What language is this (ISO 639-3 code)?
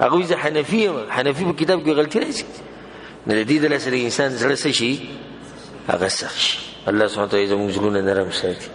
pus